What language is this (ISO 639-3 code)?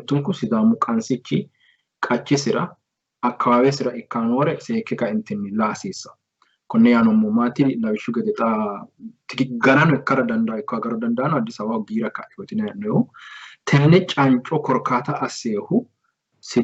sid